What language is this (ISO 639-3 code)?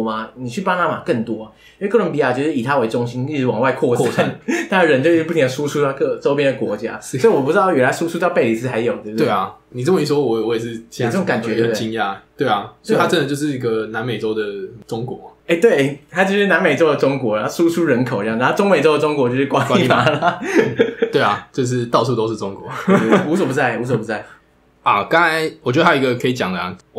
zho